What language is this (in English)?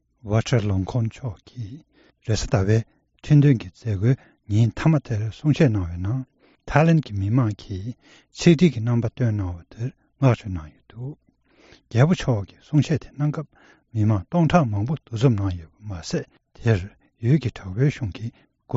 Tibetan